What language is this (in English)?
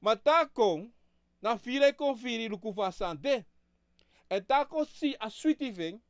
Sranan Tongo